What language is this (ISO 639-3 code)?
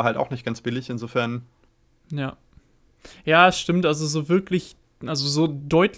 deu